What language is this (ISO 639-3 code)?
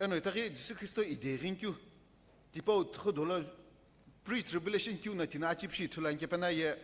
nsm